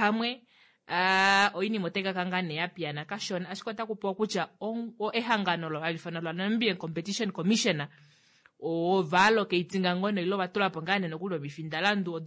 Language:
Kuanyama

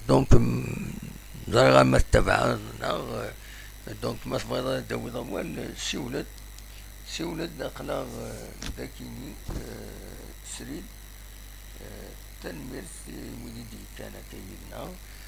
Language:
Kabyle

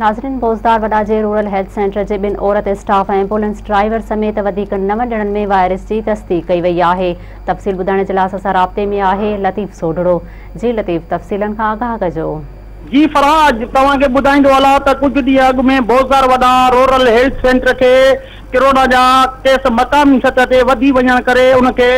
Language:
Sindhi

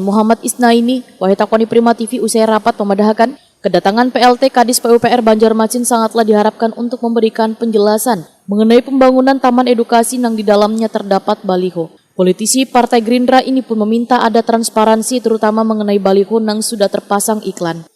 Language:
Banjar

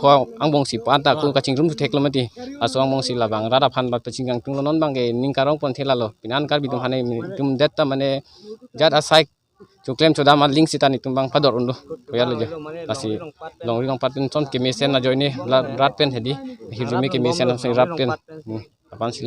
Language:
Karbi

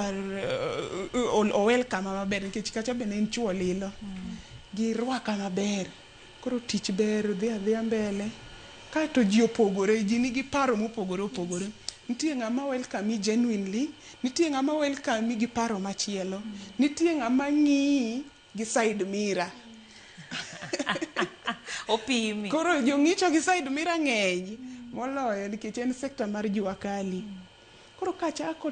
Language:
Luo (Kenya and Tanzania)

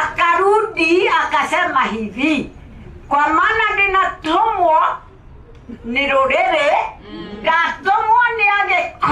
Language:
Kikuyu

